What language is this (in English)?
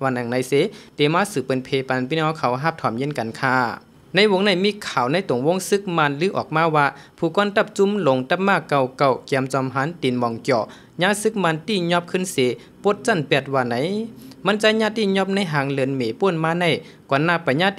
Shan